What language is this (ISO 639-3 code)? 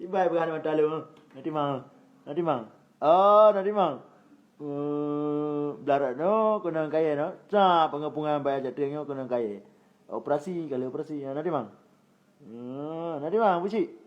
ace